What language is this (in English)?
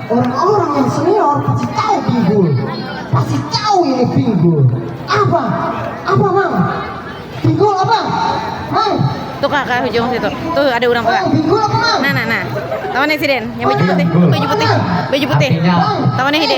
Banjar